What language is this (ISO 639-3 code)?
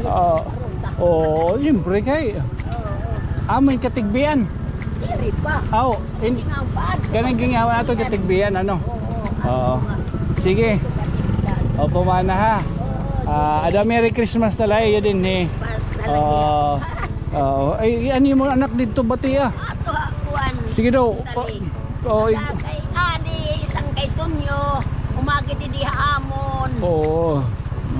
war